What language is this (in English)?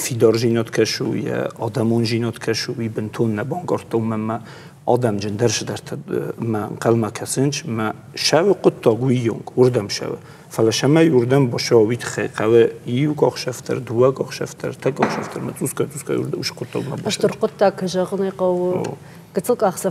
Ossetic